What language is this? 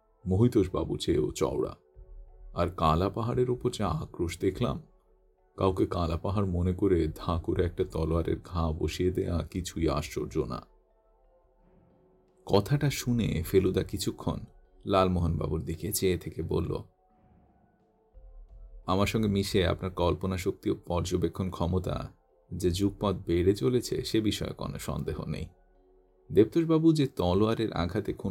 Bangla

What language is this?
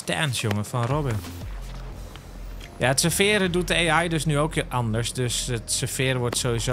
Dutch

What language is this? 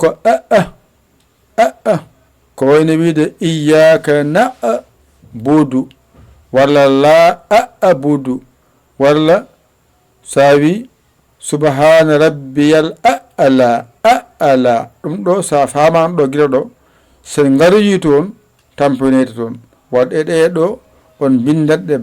Fula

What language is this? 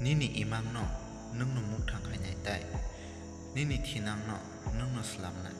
Kok Borok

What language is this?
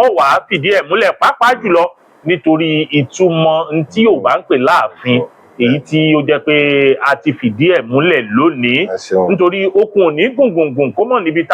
Yoruba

